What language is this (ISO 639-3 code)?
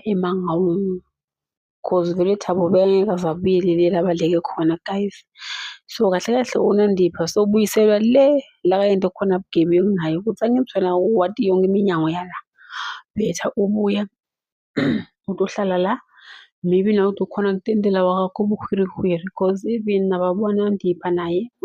zul